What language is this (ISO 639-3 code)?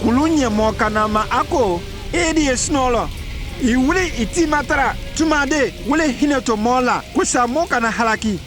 mku